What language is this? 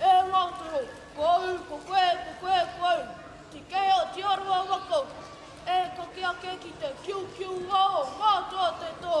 Māori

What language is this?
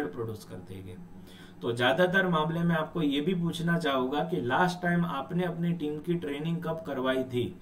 Hindi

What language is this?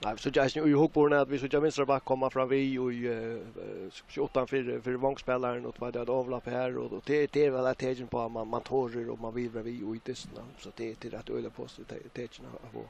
Faroese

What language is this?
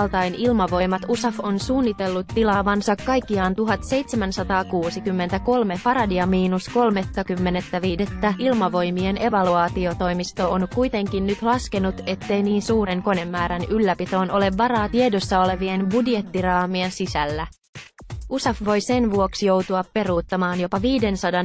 Finnish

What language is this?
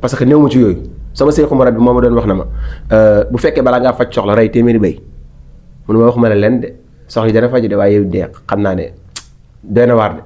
Wolof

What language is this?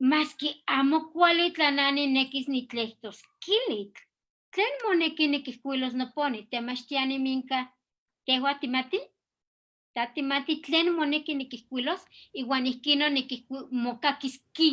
Eastern Huasteca Nahuatl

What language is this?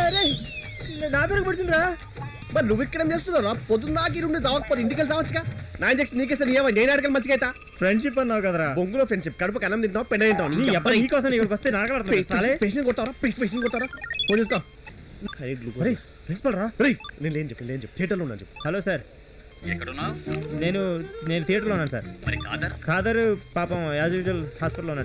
Telugu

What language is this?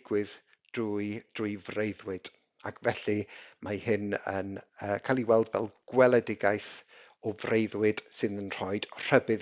Welsh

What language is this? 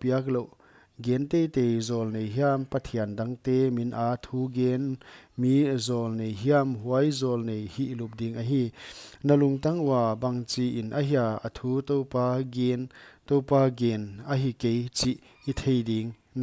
Paite Chin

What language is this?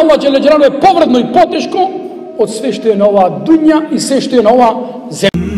Macedonian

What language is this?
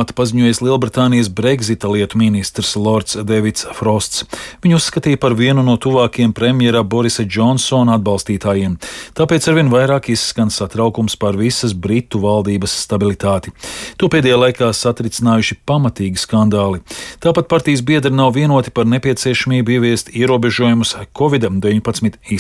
Latvian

